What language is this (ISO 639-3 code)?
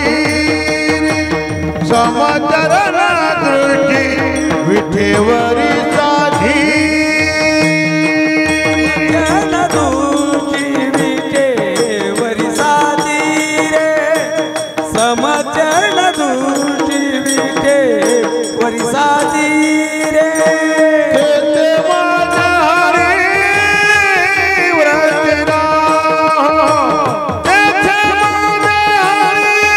mar